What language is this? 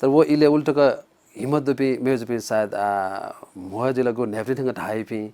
Newari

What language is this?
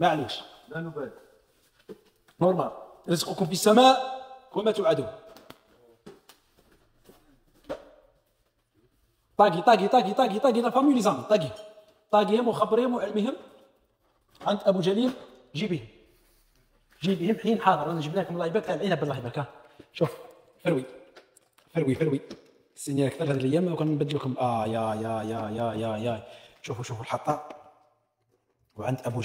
Algerian Arabic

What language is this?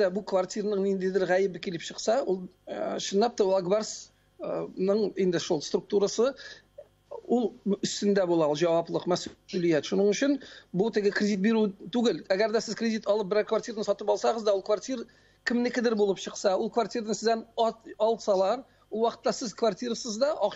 Tatar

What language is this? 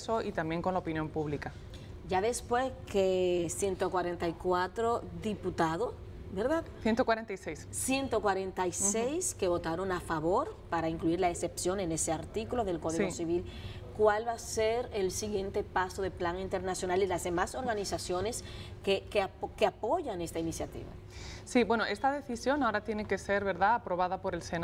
Spanish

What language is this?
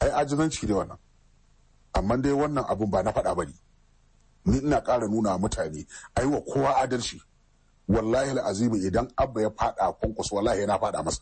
Hausa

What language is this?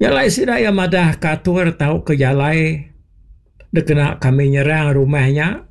Iban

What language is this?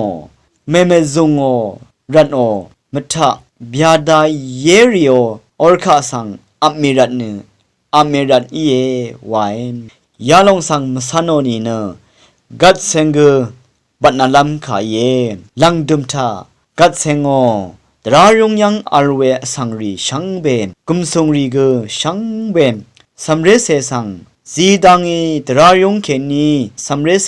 Rawang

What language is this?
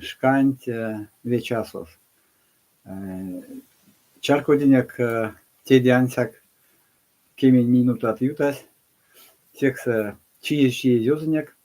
Erzya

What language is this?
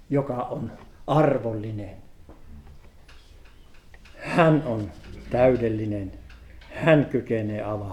Finnish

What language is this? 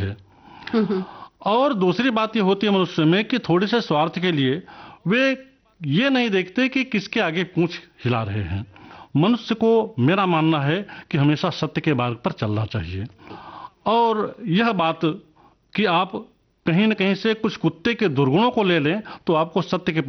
Hindi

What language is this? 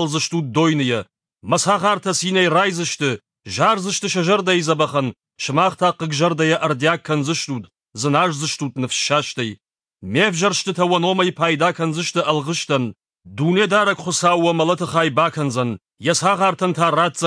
Ossetic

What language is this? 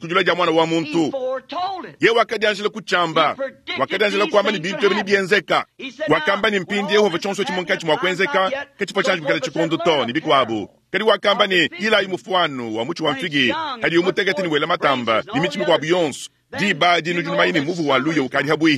Luba-Lulua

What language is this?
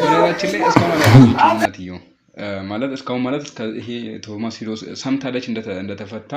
Amharic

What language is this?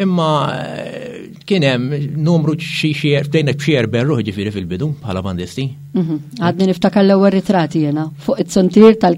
Maltese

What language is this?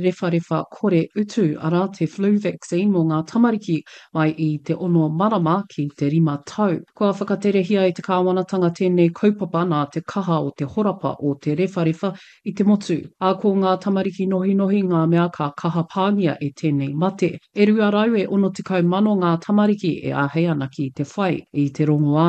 Māori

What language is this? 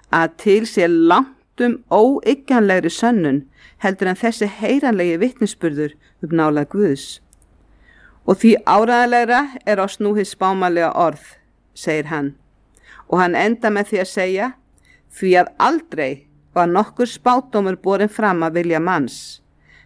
Icelandic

